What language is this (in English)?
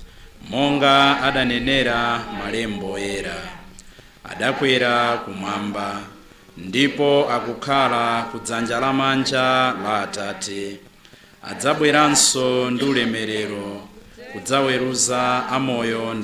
Nyanja